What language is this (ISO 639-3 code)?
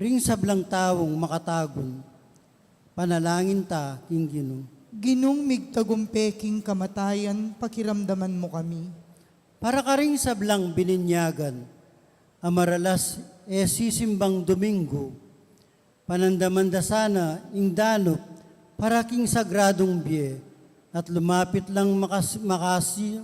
pam